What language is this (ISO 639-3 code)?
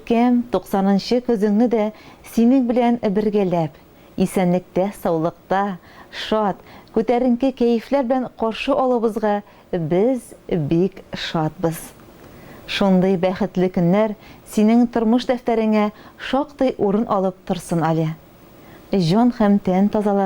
tat